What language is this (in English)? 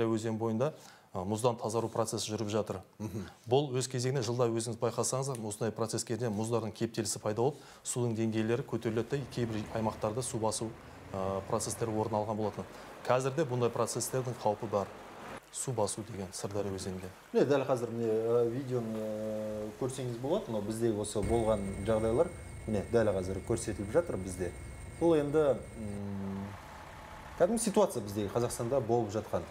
Kazakh